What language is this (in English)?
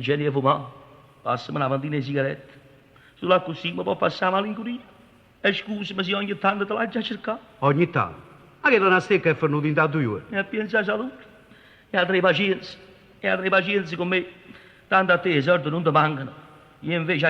Neapolitan